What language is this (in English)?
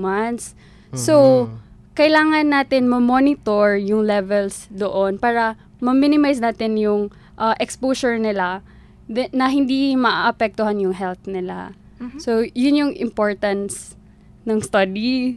Filipino